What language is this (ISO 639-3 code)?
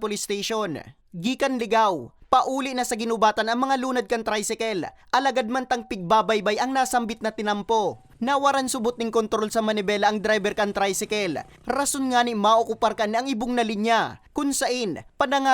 bik